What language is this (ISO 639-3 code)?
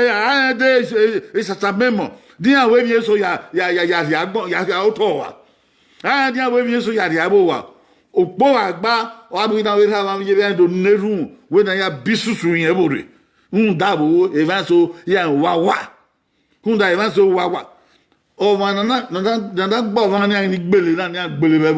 bin